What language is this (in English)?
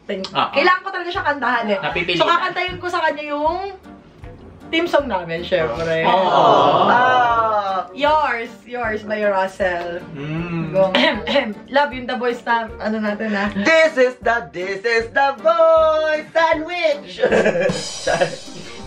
Filipino